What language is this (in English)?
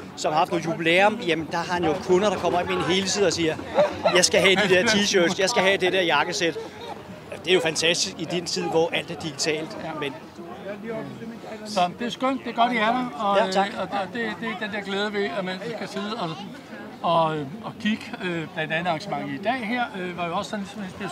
Danish